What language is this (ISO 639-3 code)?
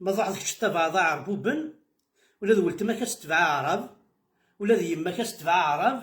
kab